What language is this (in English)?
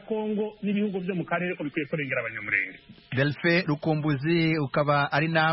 Kinyarwanda